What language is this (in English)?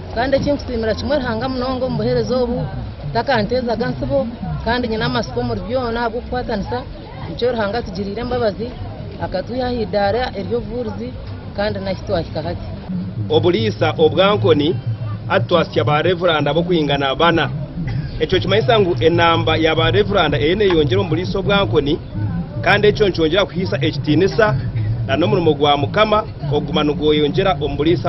Nyankole